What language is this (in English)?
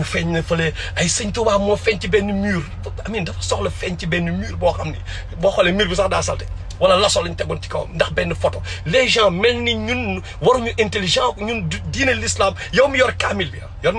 Wolof